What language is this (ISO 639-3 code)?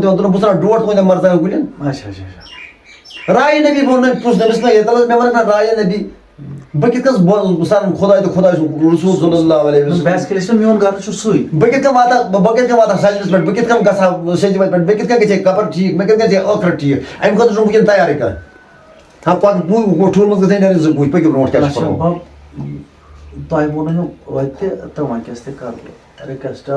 kas